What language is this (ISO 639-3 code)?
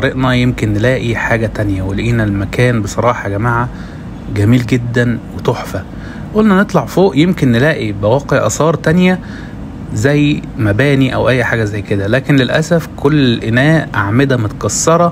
arz